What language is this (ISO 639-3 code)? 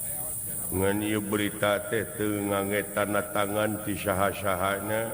sun